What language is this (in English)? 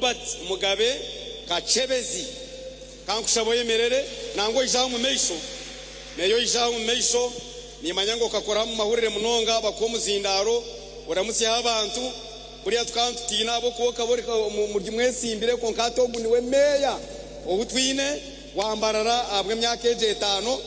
Nyankole